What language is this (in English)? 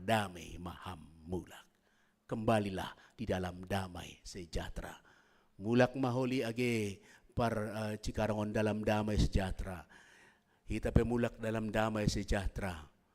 Batak Simalungun